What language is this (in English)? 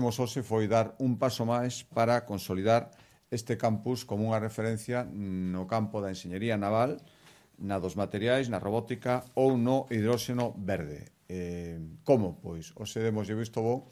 Galician